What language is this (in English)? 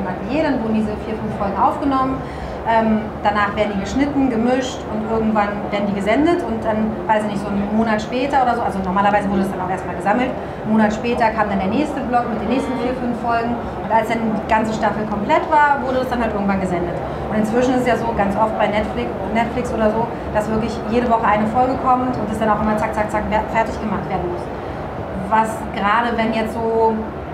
German